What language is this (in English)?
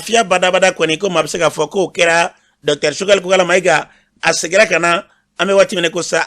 Bambara